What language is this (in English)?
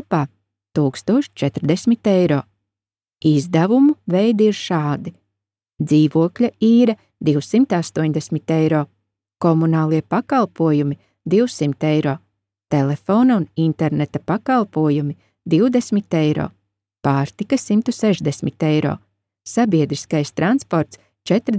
Latvian